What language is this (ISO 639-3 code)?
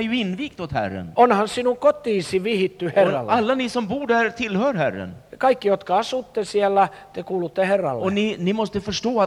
swe